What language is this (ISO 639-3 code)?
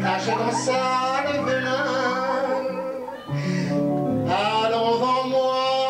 fra